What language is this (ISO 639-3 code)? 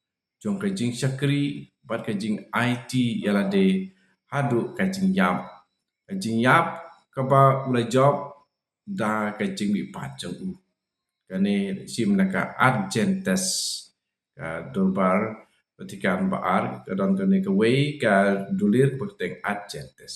kha